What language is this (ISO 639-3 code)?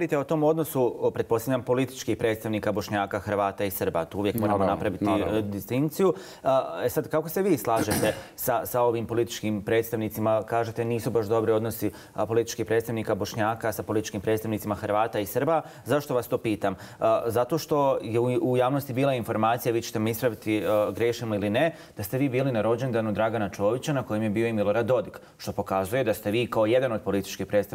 bos